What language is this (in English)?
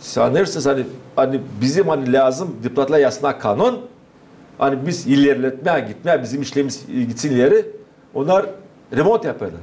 Gagauz